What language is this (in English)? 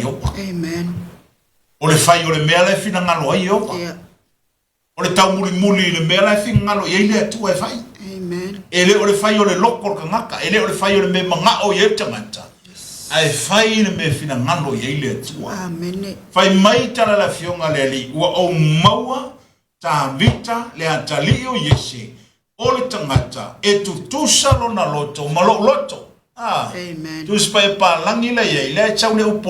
Samoan